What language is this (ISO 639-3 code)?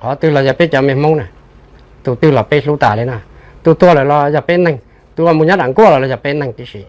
hmn